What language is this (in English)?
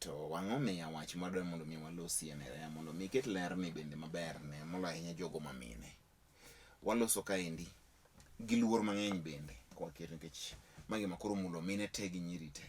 Luo (Kenya and Tanzania)